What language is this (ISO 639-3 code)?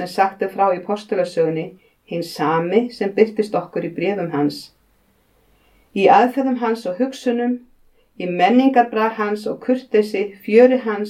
isl